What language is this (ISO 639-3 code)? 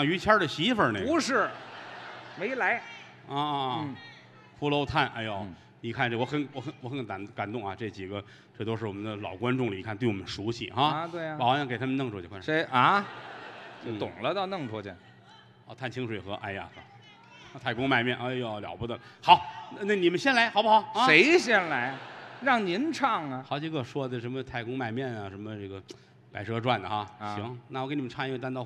zho